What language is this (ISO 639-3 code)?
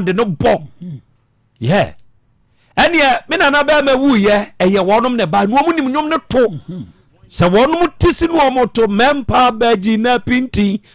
aka